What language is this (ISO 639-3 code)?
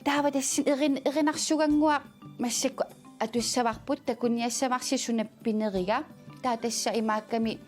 kal